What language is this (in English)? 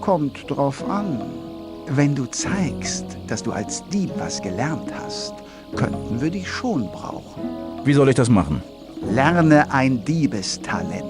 Bavarian